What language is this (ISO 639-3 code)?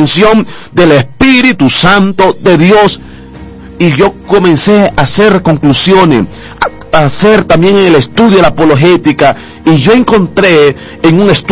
spa